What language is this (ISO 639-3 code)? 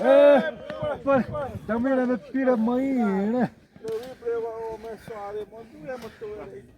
xav